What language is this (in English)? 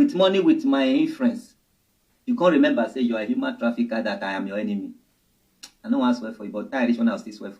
Nigerian Pidgin